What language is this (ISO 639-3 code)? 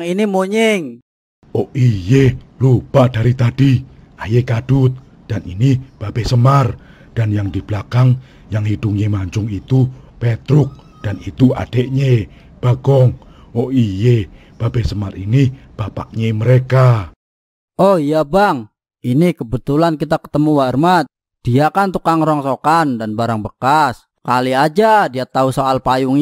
bew